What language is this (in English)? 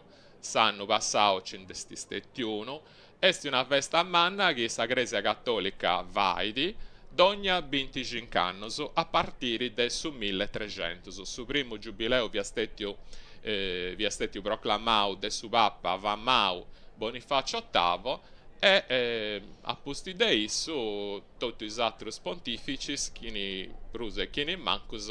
Sardinian